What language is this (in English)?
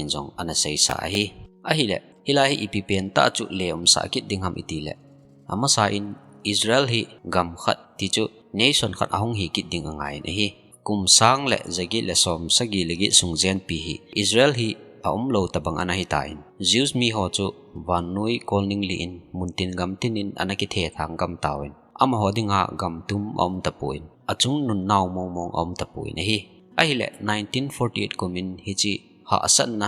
Thado Chin